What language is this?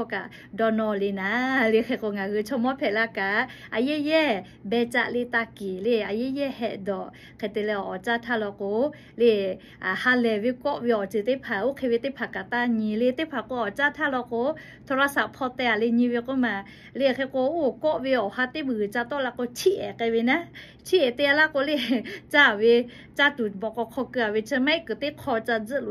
Lahu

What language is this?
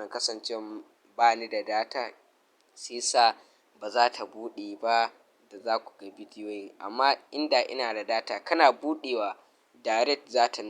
Hausa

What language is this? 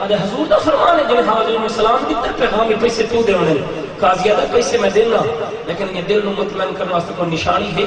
Saraiki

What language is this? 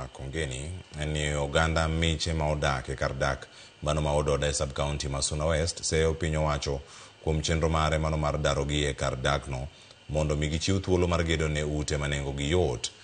Luo (Kenya and Tanzania)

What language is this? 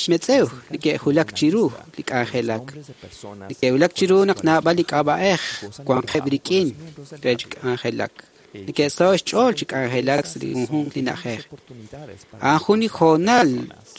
Kekchí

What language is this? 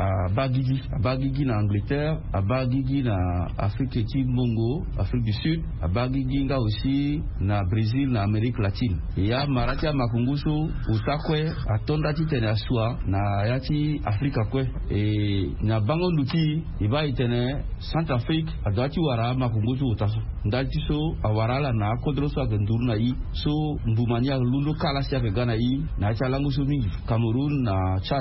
Sango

